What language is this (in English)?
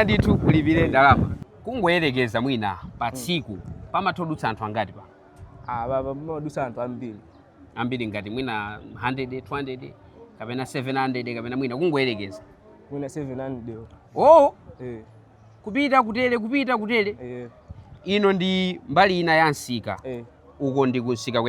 Nyanja